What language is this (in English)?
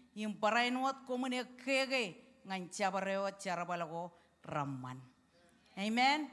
Marshallese